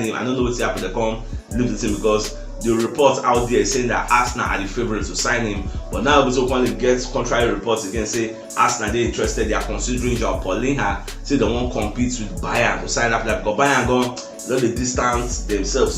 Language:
Nigerian Pidgin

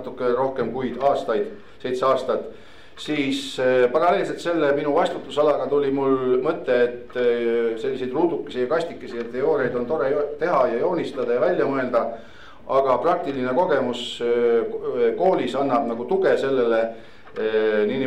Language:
Estonian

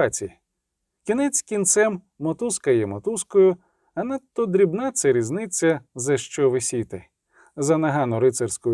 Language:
Ukrainian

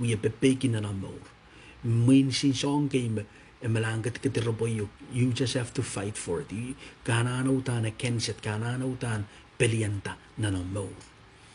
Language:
Pohnpeian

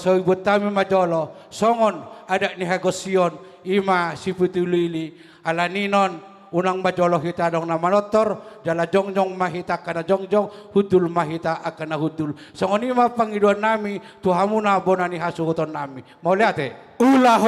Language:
Batak Toba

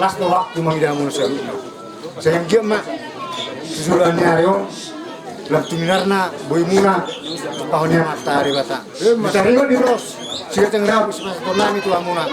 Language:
Batak Toba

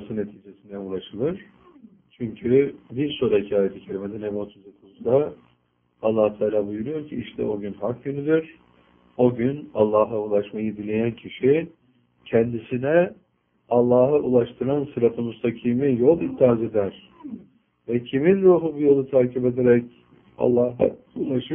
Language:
Turkish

